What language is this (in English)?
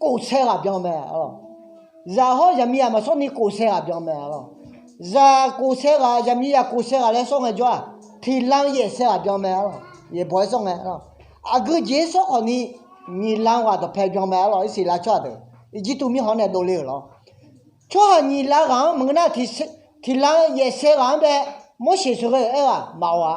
Akha